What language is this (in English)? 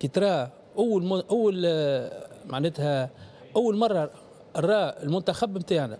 Tunisian Arabic